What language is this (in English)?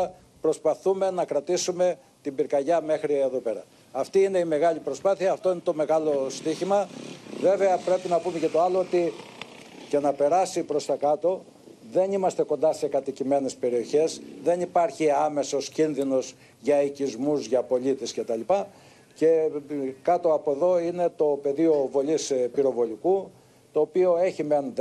Greek